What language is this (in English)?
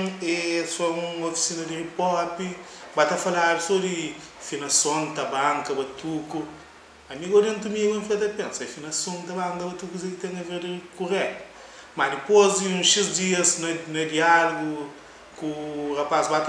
Kabuverdianu